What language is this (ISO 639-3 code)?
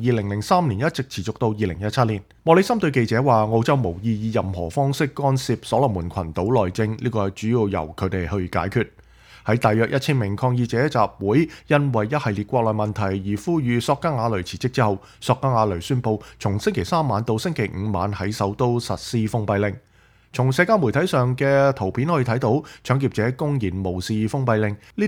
yue